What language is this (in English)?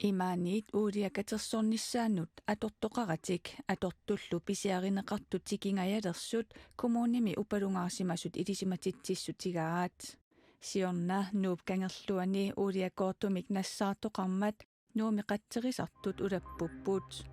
Kalaallisut